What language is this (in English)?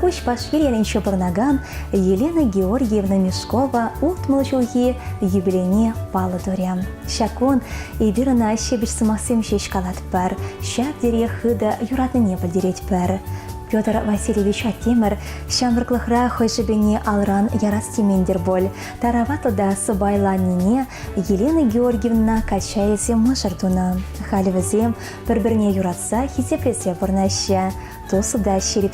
Chuvash